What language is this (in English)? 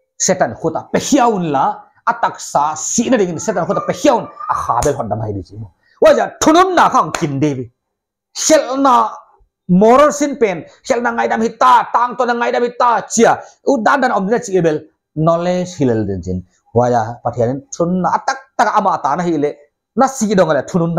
Paite Chin